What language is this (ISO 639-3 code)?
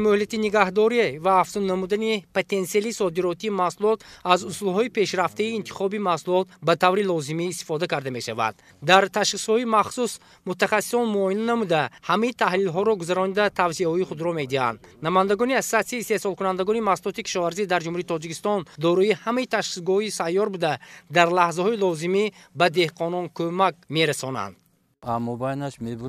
tgk